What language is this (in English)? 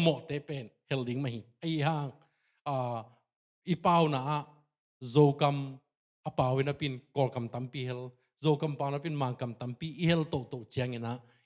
Tedim Chin